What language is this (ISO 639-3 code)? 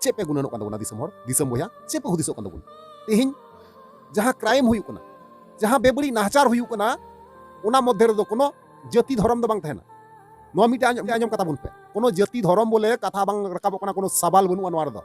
sat